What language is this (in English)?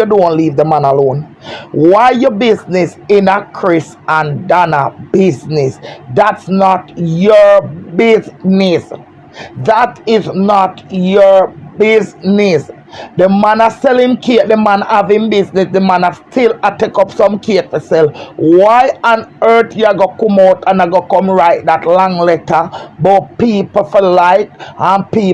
Jamaican Creole English